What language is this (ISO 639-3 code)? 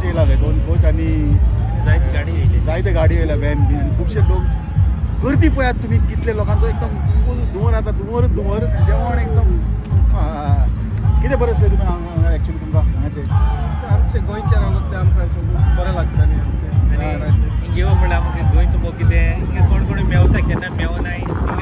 kok